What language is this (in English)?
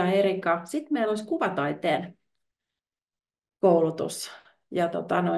Finnish